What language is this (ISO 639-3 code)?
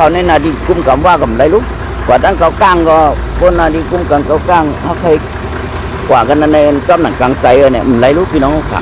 shn